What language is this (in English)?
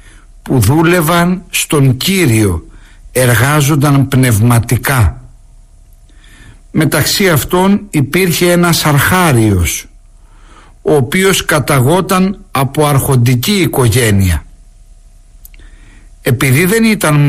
Greek